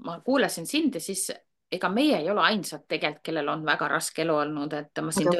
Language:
Estonian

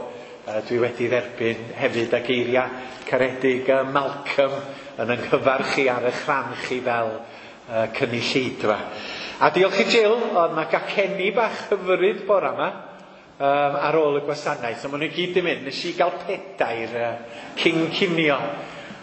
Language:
Welsh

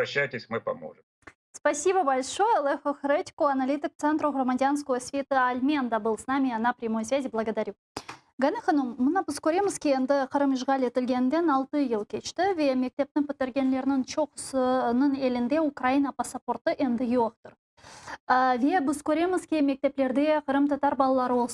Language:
Crimean Tatar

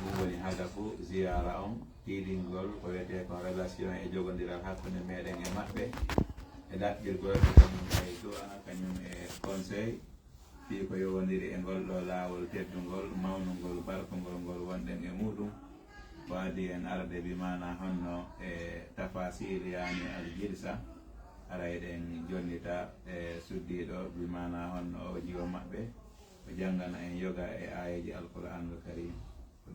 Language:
Fula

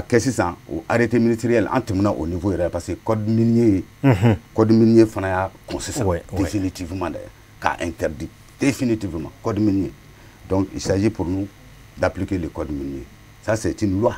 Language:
Bambara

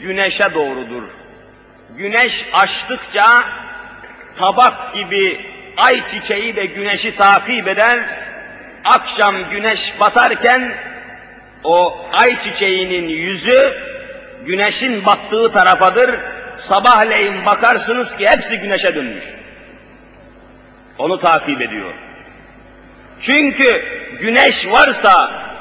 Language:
Turkish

